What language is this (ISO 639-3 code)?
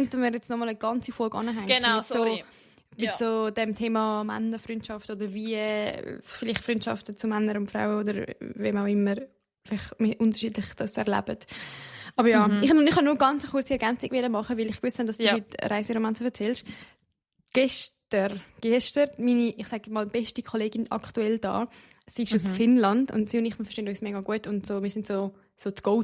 gsw